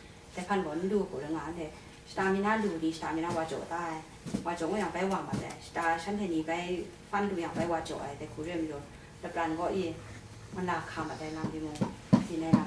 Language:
Kachin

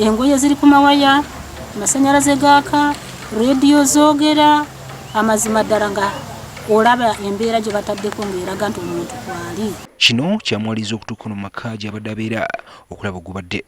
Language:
Ganda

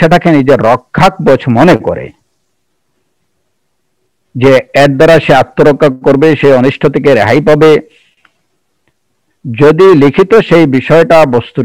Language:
Bangla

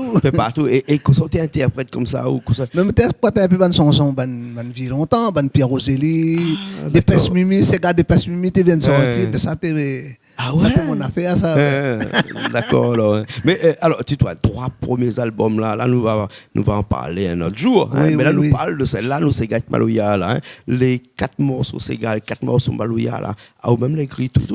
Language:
Réunion Creole French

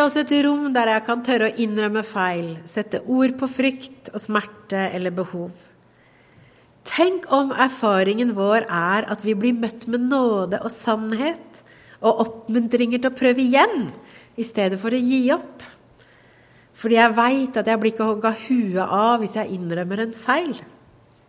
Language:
Norwegian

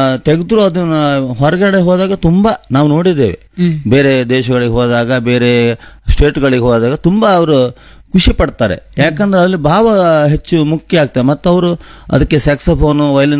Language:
Kannada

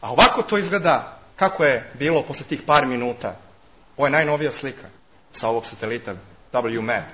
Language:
Serbian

